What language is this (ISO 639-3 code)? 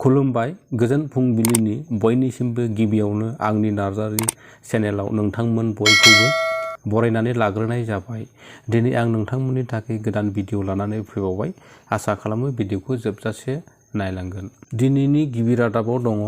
brx